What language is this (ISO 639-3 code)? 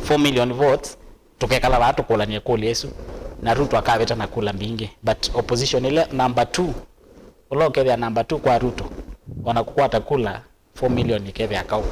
kam